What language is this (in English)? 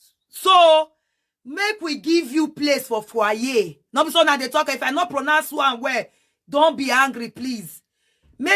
Nigerian Pidgin